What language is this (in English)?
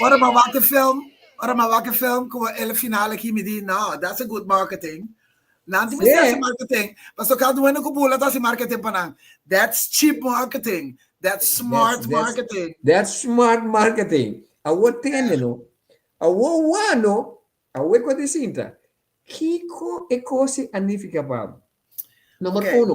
Papiamento